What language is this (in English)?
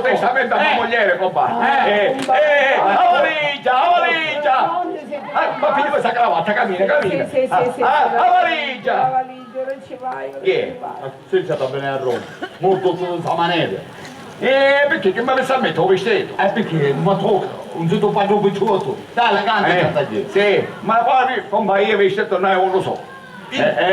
Sicilian